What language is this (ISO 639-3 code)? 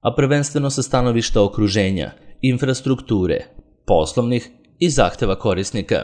srp